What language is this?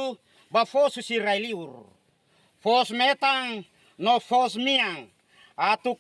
Tetum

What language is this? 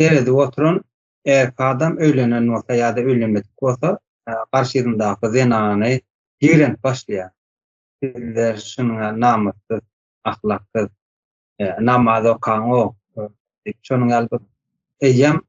Turkmen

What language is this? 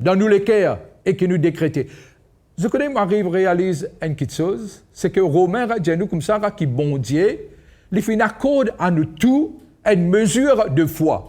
Morisyen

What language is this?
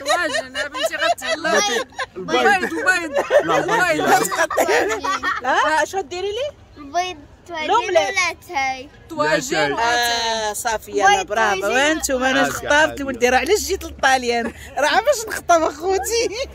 Moroccan Arabic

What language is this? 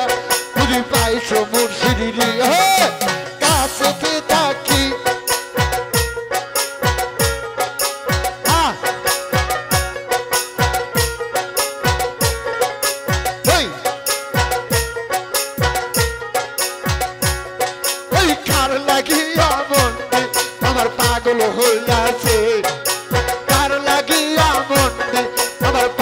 Bangla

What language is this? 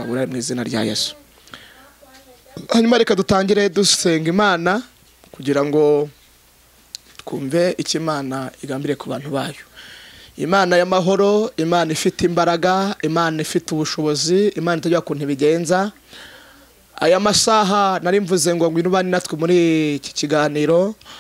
Kinyarwanda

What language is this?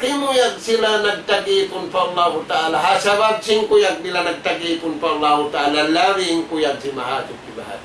Tausug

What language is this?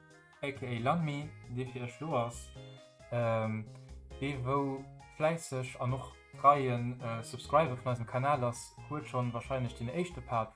Luxembourgish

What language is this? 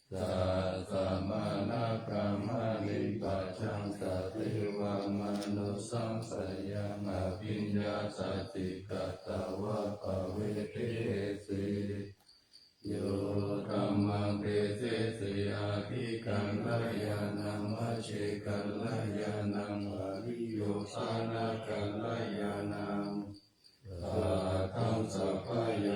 Pali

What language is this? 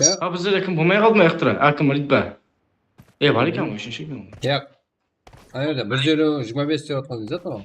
Kara-Kalpak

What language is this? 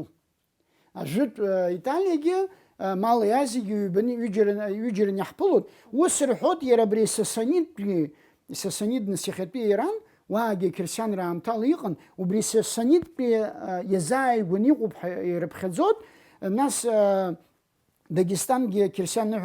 Abkhazian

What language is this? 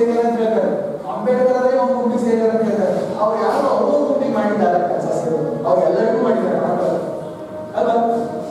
Kannada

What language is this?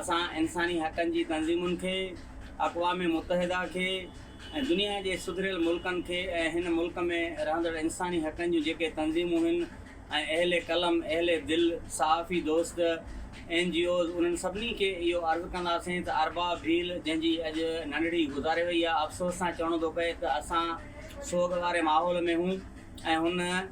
Sindhi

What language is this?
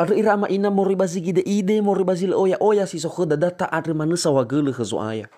Nias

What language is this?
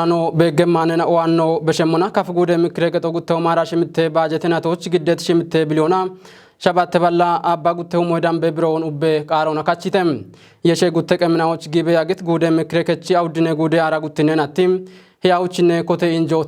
Kafa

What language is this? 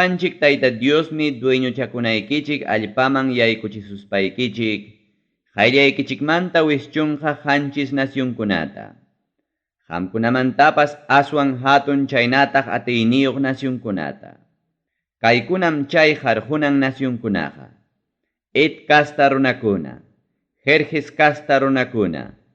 Ayacucho Quechua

